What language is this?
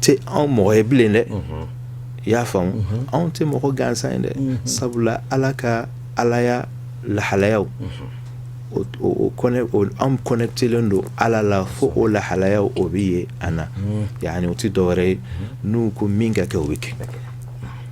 Bambara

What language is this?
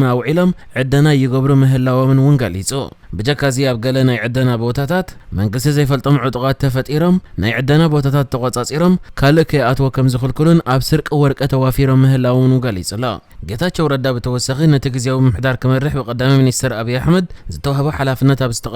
Tigrinya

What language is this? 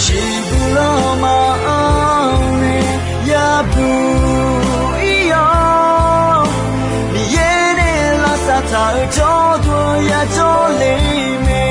Akha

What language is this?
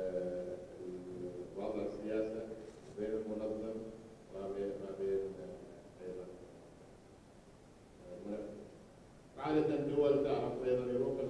Arabic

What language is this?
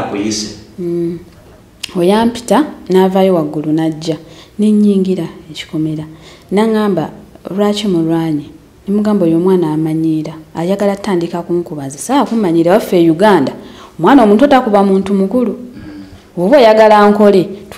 Ganda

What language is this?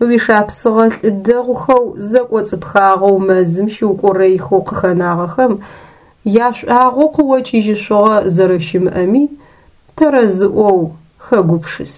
Adyghe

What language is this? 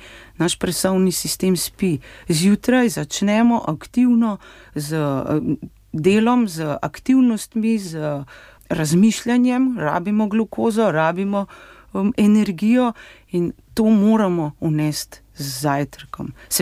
Slovenian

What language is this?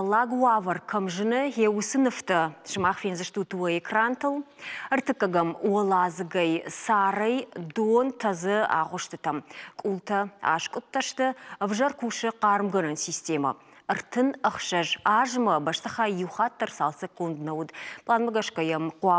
Ossetic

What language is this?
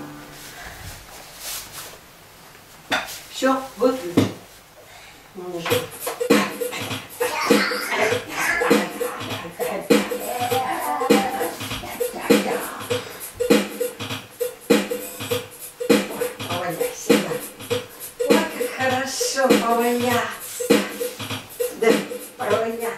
Russian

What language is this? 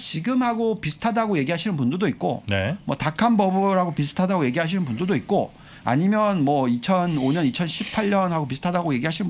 Korean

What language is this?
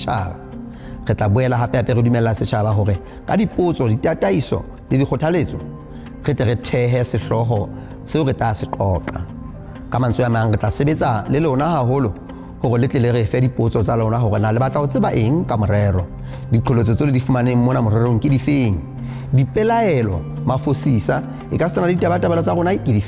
Southern Sotho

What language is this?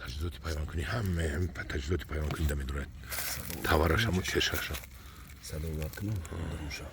Tajik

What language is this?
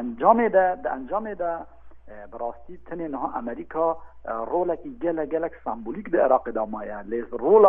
Kurdish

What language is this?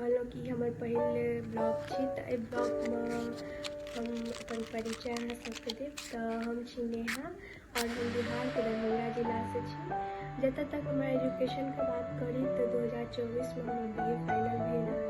Maithili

